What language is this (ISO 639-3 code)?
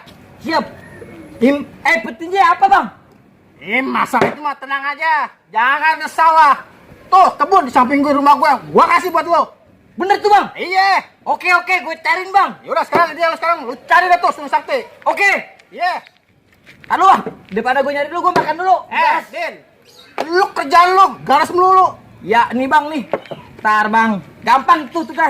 bew